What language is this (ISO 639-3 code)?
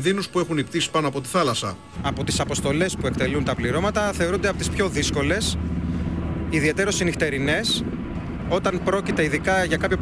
ell